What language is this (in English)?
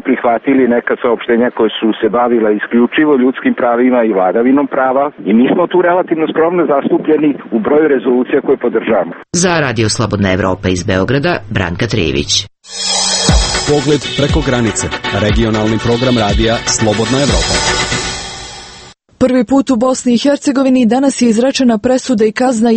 Serbian